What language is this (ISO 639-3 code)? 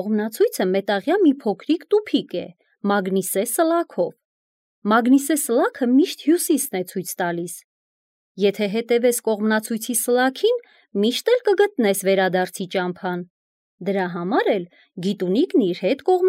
hye